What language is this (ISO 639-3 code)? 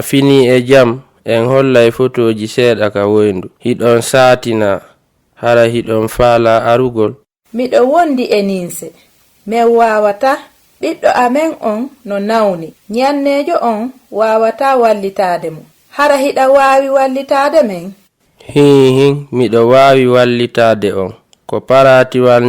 ful